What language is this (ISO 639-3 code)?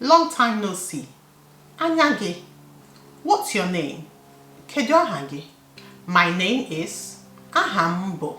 ibo